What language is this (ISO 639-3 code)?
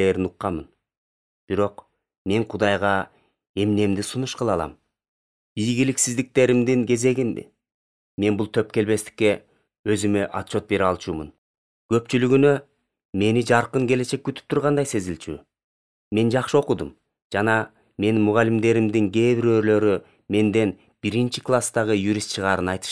kir